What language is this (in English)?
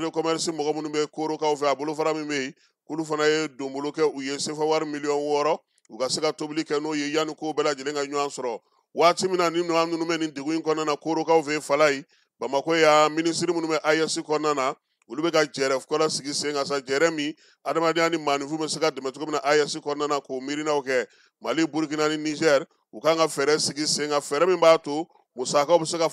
Bambara